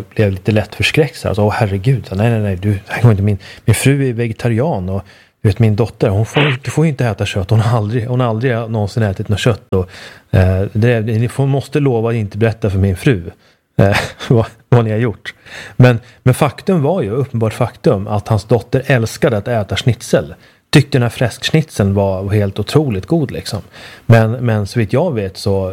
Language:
Swedish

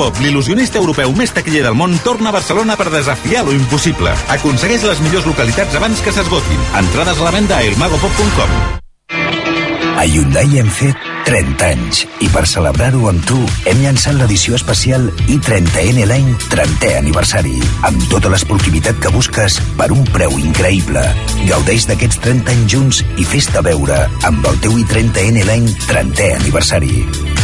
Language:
Catalan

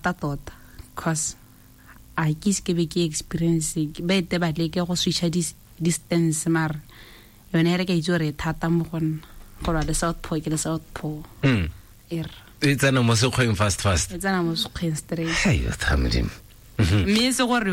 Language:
Tswana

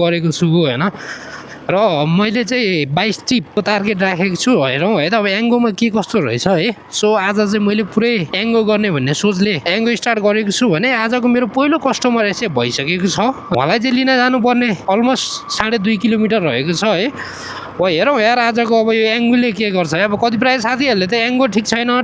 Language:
Nepali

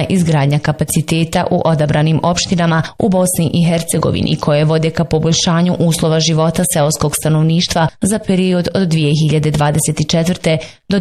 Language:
Bosnian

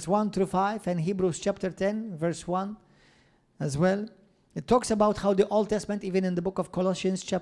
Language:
English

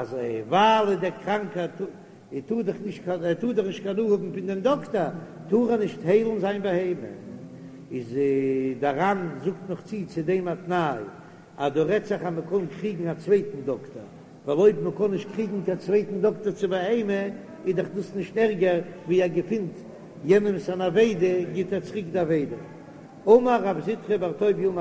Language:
Yiddish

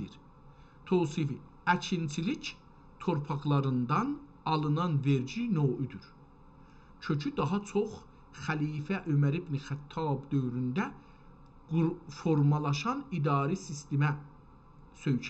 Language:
South Azerbaijani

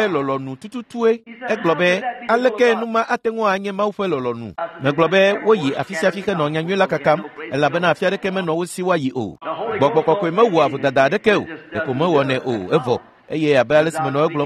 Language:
Ewe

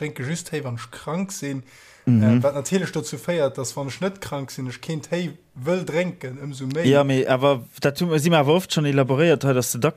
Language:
Luxembourgish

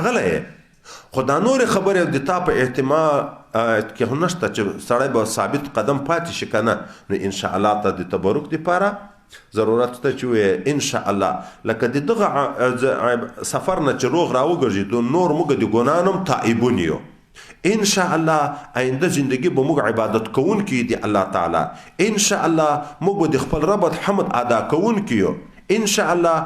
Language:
Pashto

